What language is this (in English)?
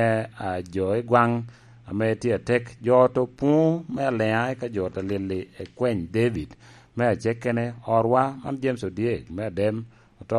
Lango (Uganda)